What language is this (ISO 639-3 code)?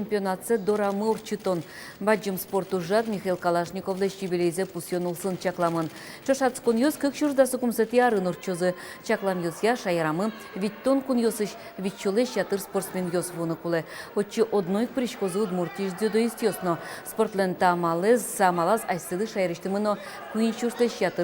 udm